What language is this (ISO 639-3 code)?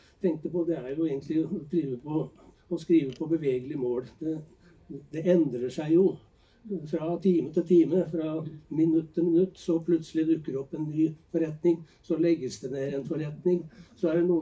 nor